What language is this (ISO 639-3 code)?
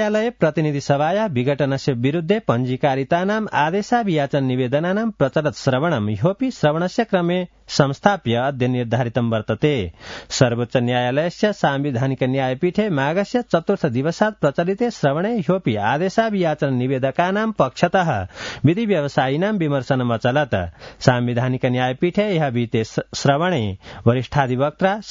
san